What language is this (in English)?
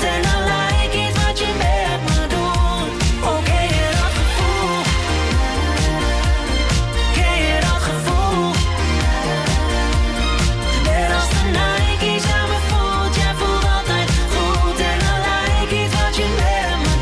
Dutch